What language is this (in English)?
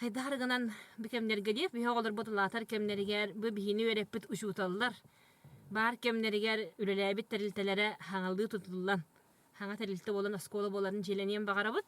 Yakut